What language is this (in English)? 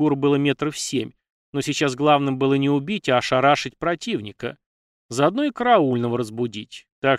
Russian